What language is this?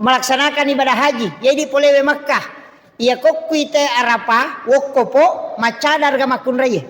Buginese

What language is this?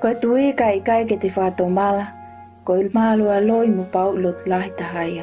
Tongan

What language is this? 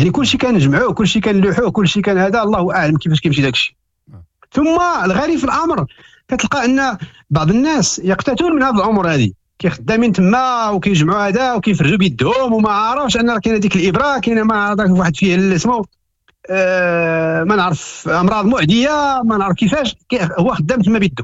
Moroccan Arabic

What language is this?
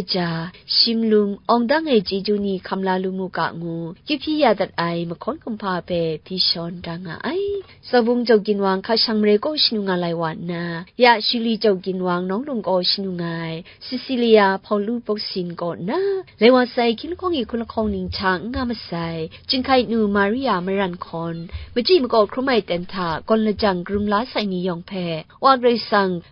Kachin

